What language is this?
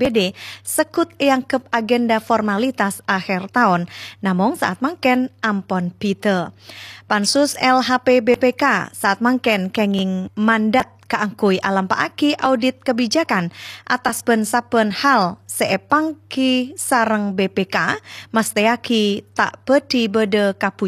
Madurese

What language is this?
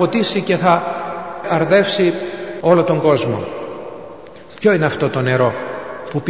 Greek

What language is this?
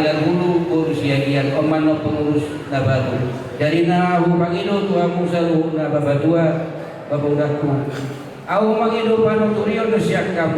Batak Toba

